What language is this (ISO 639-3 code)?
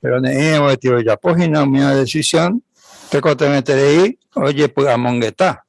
grn